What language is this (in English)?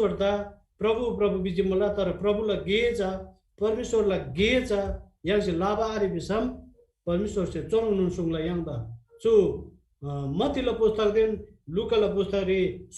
Eastern Tamang